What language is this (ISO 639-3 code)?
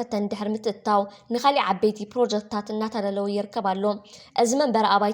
tir